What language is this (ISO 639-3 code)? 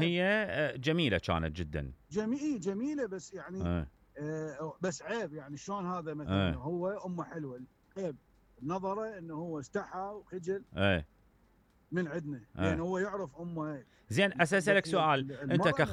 acm